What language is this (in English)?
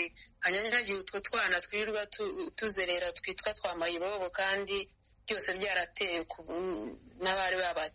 Kinyarwanda